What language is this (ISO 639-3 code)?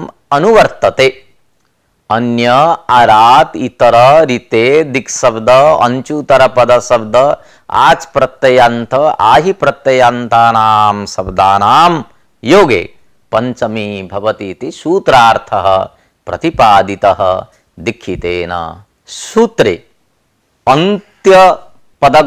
san